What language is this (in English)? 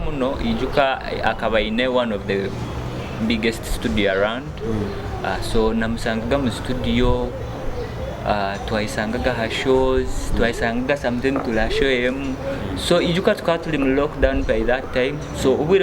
Nyoro